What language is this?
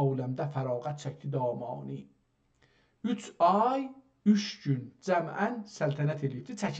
South Azerbaijani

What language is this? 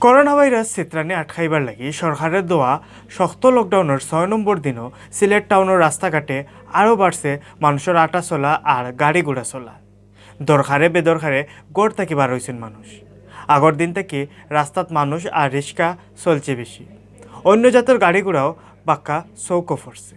Sylheti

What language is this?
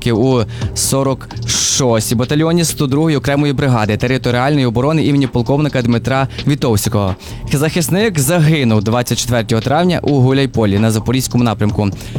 Ukrainian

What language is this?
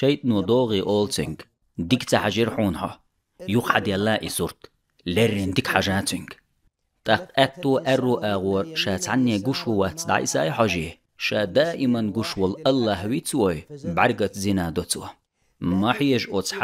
Chechen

